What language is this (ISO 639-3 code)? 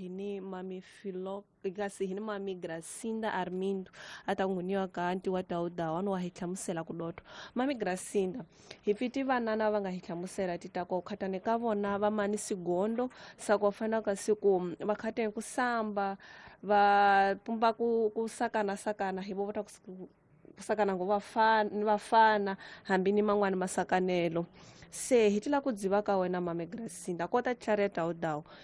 tso